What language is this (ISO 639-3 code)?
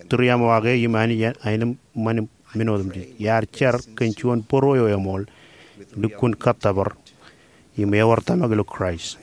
mah